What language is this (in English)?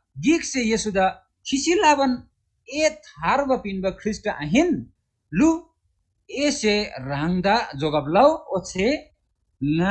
Eastern Tamang